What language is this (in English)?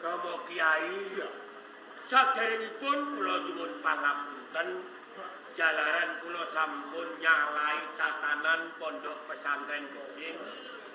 Javanese